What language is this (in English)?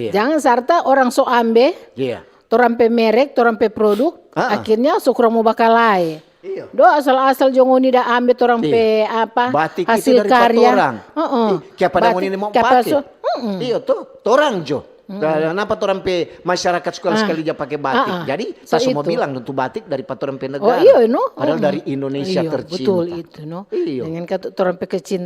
Manado Malay